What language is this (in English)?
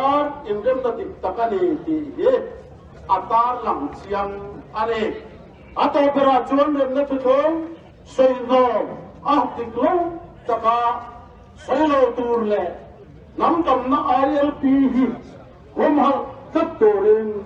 Mizo